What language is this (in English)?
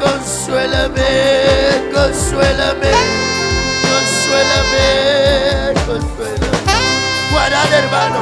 Kekchí